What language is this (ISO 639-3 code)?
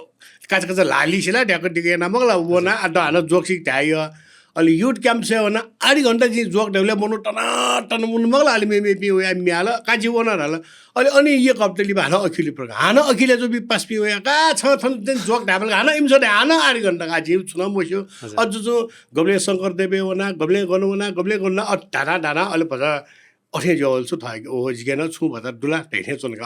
new